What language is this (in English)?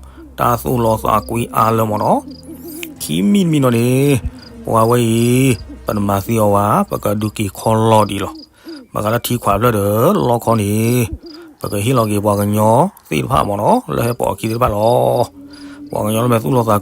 S'gaw Karen